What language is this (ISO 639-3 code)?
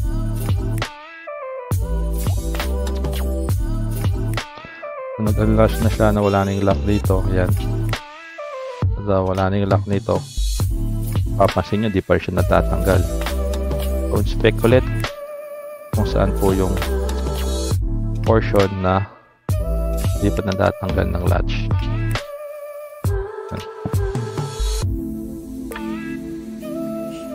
fil